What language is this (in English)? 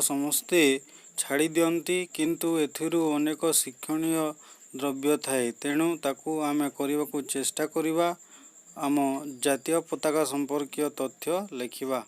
Odia